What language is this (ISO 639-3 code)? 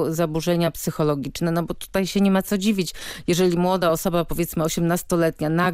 pol